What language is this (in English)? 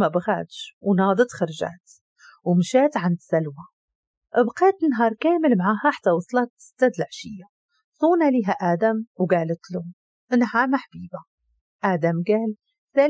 Moroccan Arabic